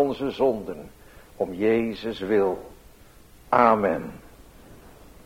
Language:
Dutch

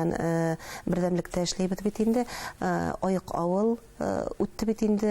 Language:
Bashkir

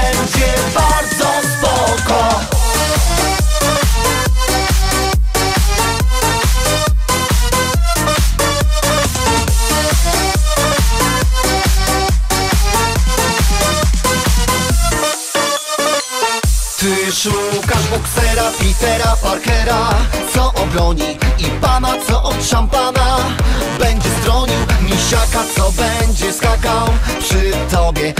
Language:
Polish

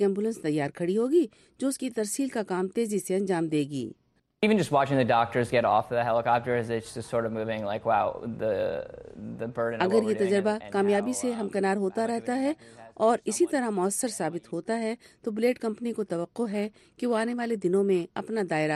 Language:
Urdu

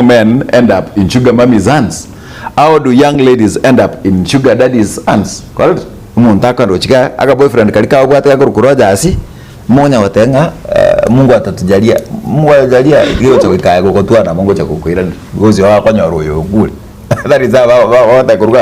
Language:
Gusii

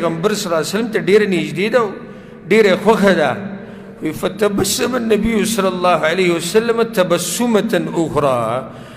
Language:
Pashto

